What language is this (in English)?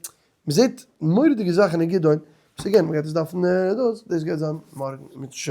Yiddish